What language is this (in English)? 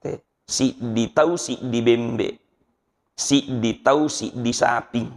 Buginese